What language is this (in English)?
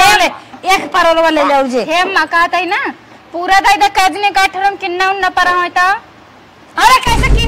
Awadhi